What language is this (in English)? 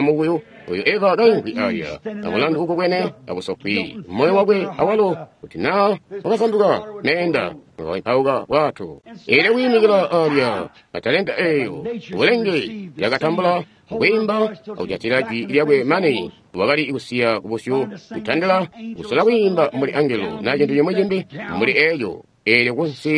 Tonga (Zambia)